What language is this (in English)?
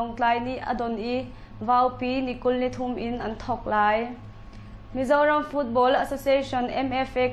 Hakha Chin